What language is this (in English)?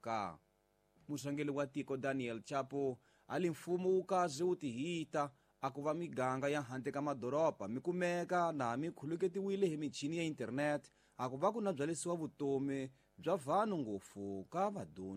Tsonga